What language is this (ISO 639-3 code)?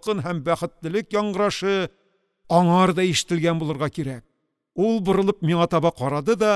tat